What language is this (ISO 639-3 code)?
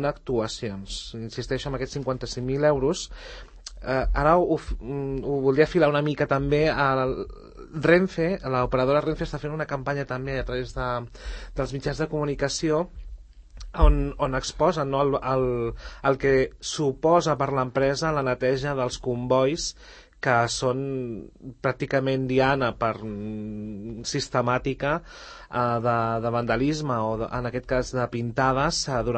cat